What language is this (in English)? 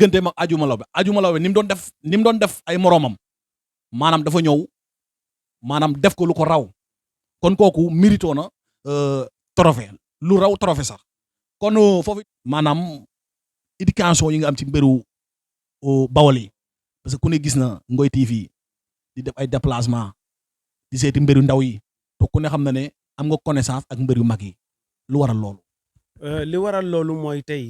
Wolof